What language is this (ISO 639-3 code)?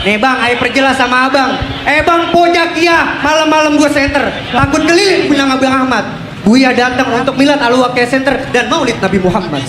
bew